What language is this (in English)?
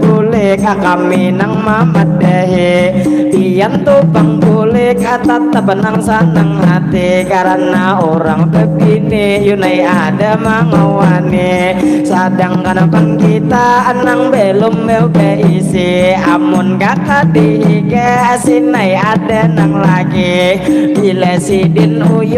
Banjar